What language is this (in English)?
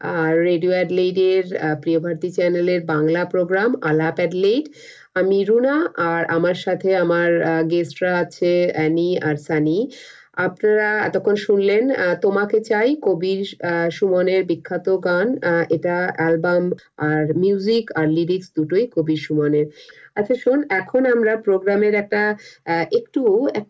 Bangla